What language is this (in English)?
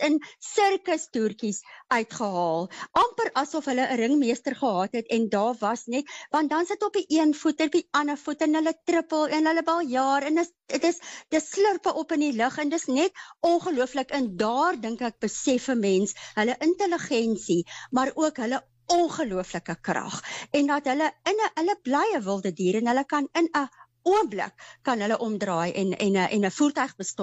Afrikaans